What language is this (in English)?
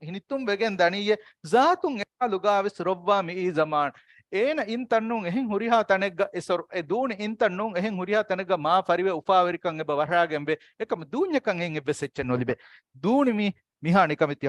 Divehi